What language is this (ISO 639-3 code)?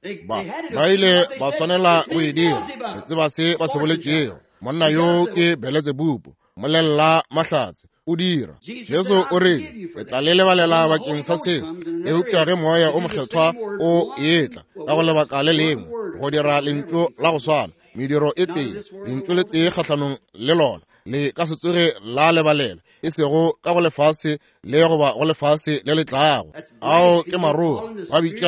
nso